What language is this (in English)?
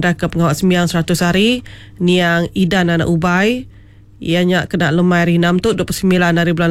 Iban